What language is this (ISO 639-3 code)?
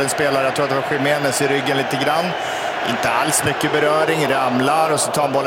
swe